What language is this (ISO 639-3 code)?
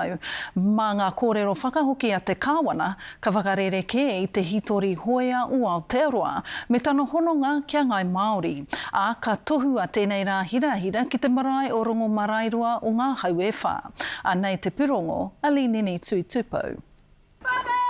mri